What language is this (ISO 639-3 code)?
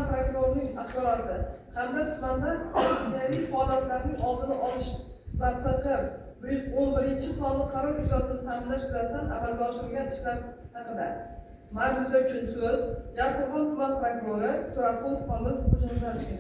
uzb